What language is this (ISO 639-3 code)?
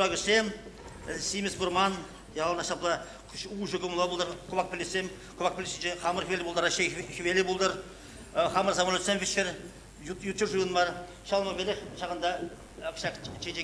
chv